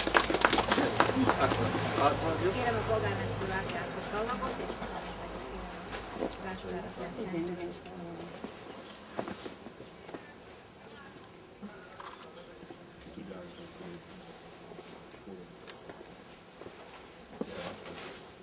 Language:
Hungarian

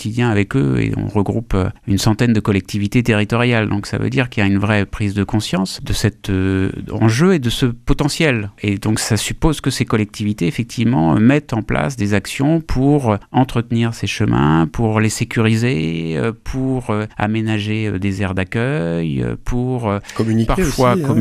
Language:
French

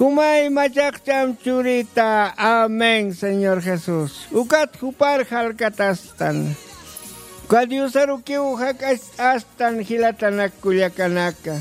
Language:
Aymara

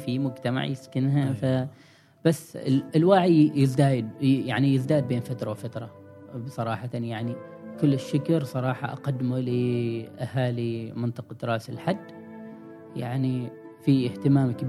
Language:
Gulf Arabic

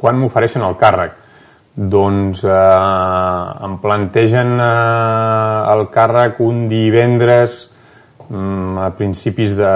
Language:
Catalan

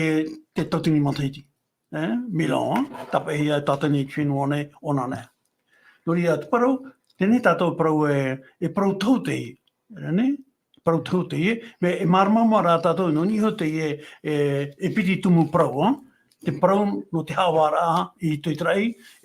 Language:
Tahitian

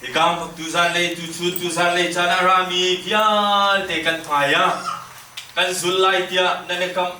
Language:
Hakha Chin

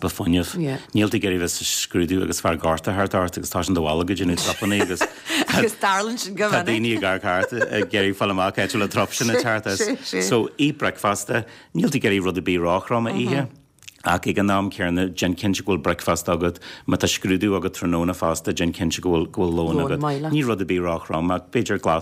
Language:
Irish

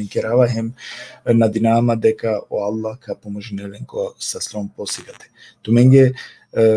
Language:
Balkan Romani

